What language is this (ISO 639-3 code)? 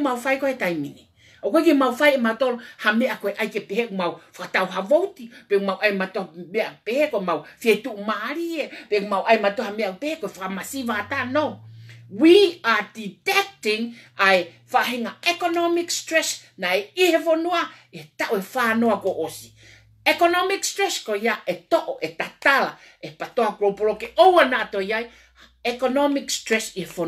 ton